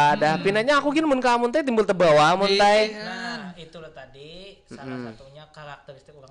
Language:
Banjar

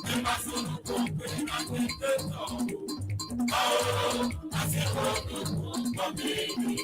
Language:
Ewe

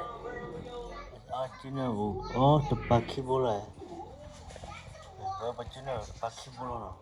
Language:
S'gaw Karen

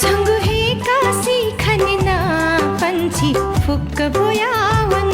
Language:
Newari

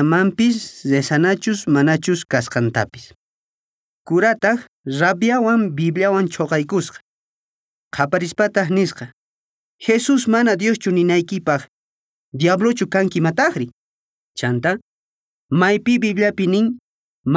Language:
Quechua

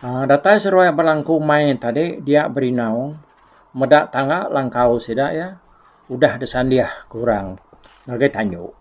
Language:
Iban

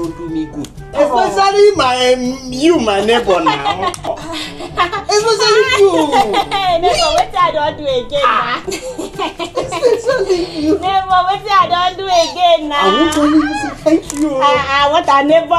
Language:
Nigerian Pidgin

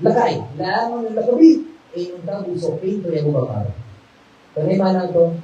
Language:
Maranao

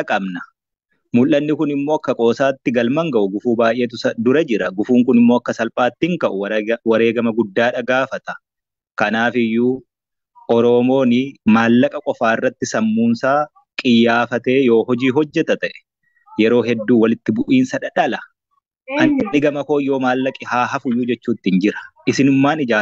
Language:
Oromo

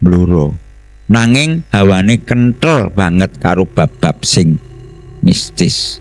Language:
Javanese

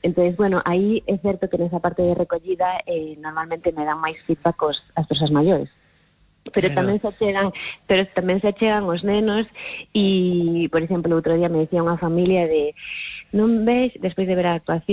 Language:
Galician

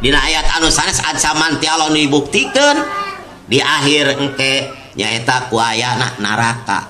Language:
Sundanese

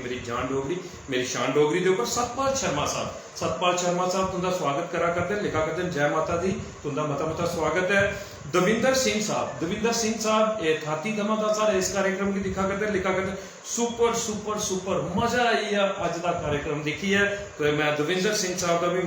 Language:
Dogri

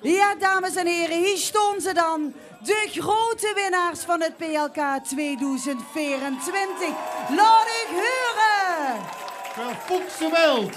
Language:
Limburgish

